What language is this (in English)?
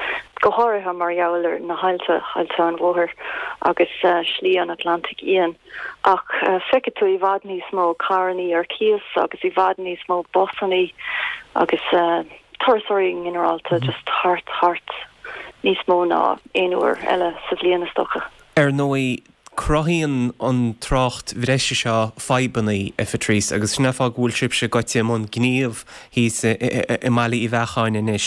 Irish